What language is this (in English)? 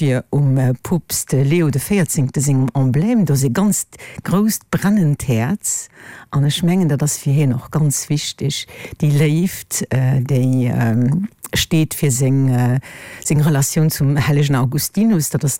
Luxembourgish